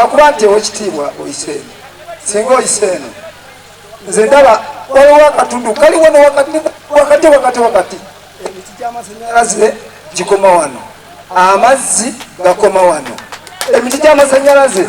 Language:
Ganda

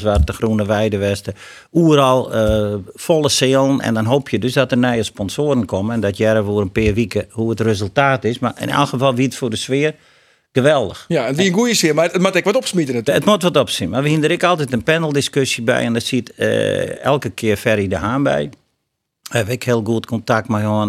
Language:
Western Frisian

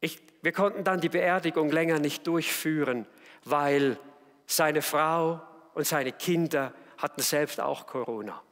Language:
Swiss German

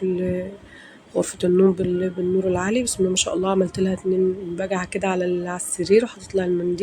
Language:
Egyptian Arabic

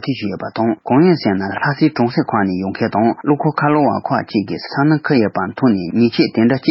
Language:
Tibetan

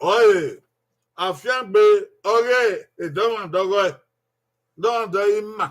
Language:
Bini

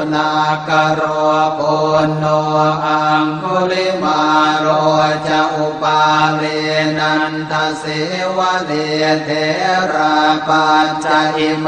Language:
Pali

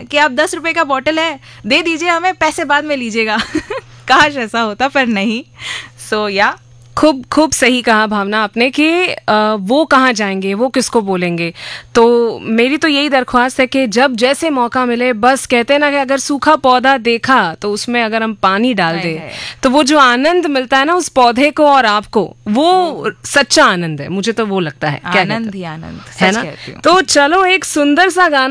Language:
Hindi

